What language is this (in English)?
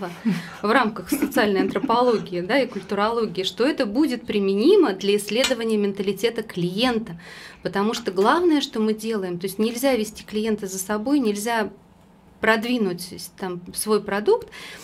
Russian